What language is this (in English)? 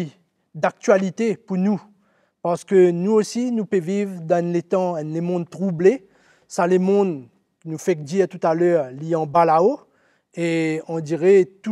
Morisyen